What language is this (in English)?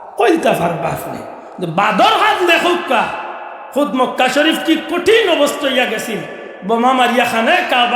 Sylheti